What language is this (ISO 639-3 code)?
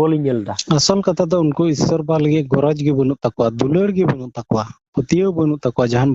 sat